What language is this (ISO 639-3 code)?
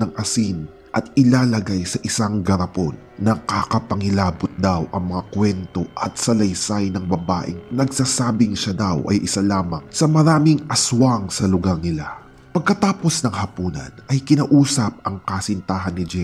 fil